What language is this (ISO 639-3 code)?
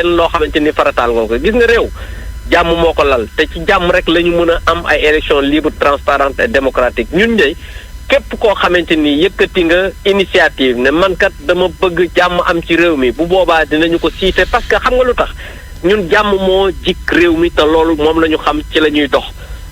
wol